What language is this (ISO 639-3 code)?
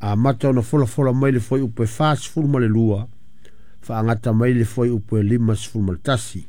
smo